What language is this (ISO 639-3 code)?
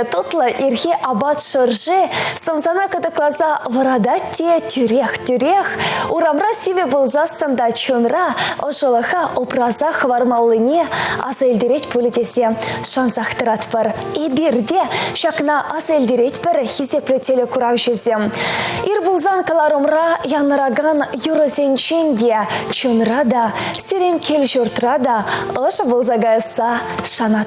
chv